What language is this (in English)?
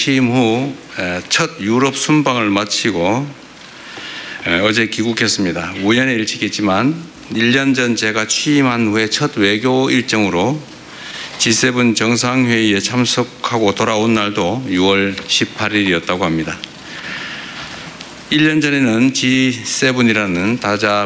Korean